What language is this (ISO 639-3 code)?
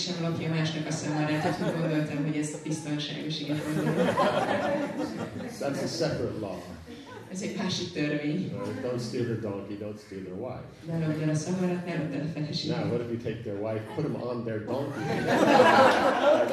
hun